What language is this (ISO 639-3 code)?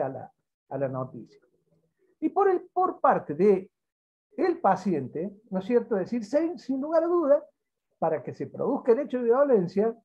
spa